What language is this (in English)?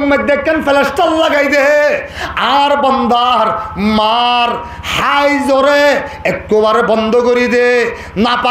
Rohingya